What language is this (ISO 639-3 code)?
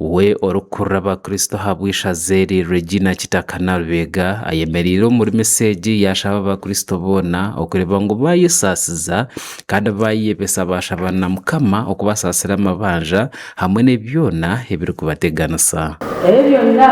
nyn